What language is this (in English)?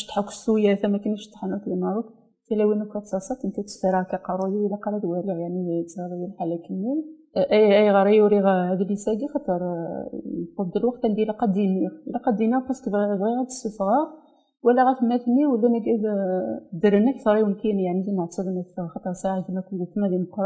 Kabyle